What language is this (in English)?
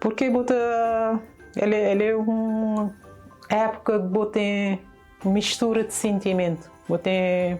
Kabuverdianu